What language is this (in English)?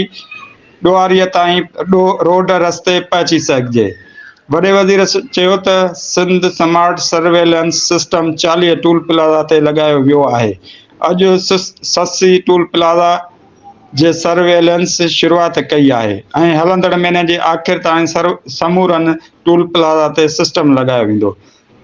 Sindhi